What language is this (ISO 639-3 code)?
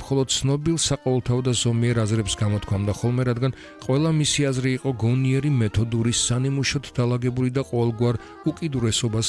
kat